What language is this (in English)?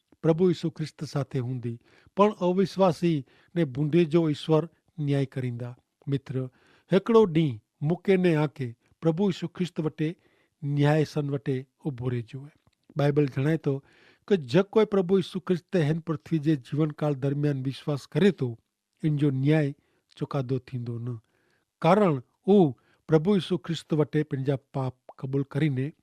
Kachhi